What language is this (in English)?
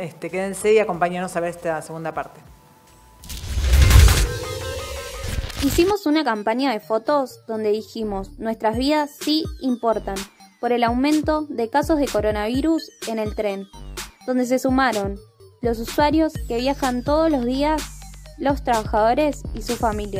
Spanish